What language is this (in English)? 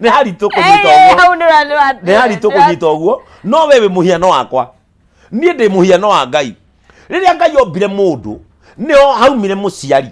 Kikuyu